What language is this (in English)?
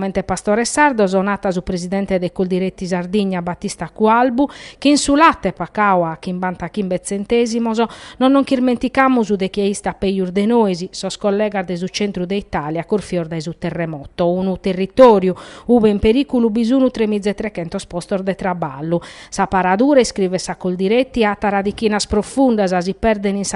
Sardinian